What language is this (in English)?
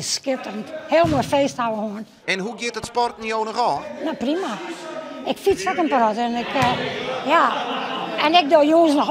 Western Frisian